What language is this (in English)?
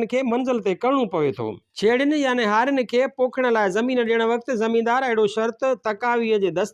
Sindhi